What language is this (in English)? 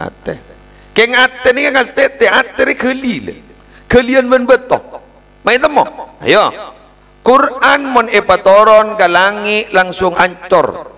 Madurese